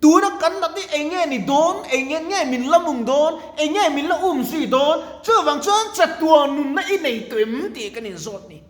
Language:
Mizo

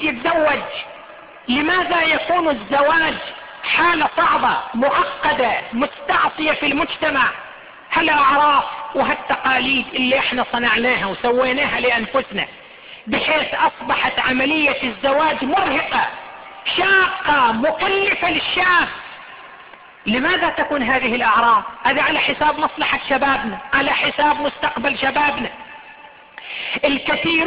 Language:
Arabic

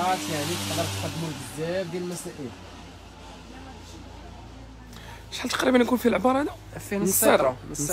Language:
Moroccan Arabic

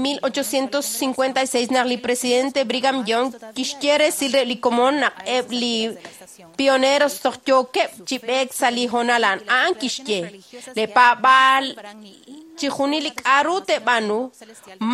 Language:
Kekchí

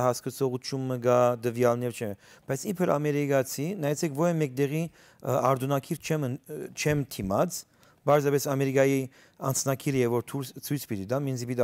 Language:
Western Armenian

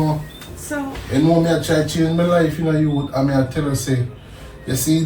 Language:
Jamaican Creole English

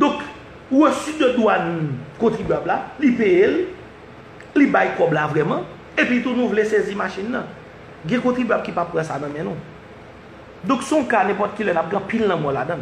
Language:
Haitian Creole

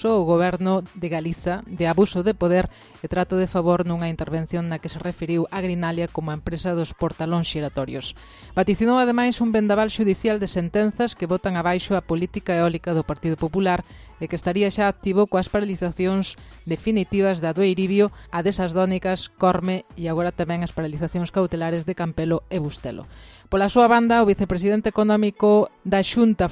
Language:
Galician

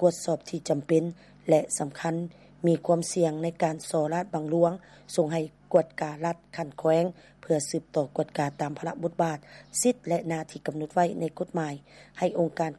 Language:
Lao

